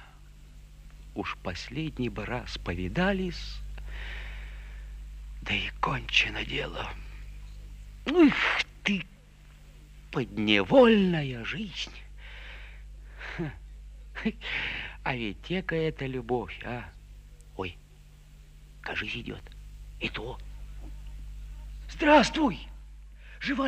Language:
Russian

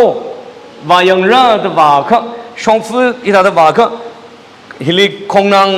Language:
Tangkhul Naga (India)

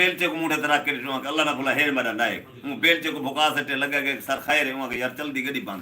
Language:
Saraiki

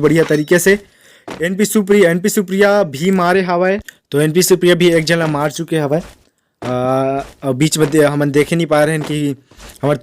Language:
Chhattisgarhi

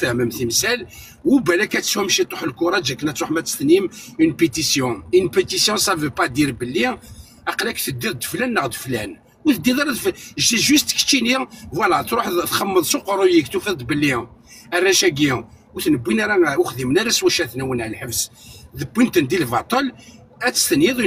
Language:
Kabyle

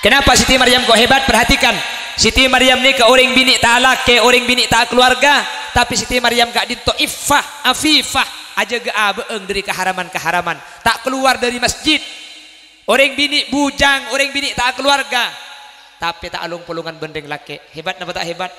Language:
Madurese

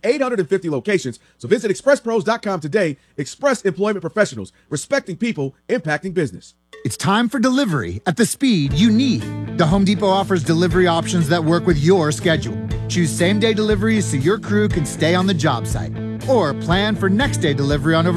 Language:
English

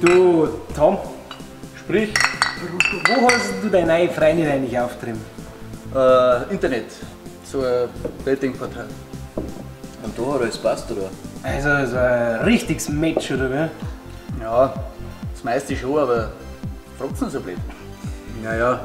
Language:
Bavarian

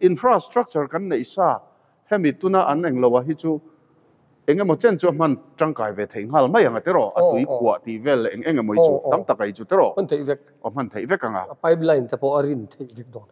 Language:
Mizo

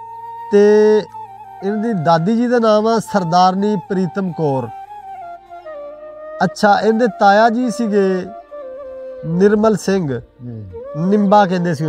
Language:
Punjabi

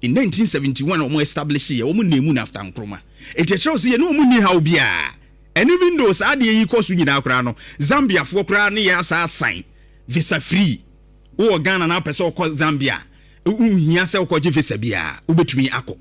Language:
Akan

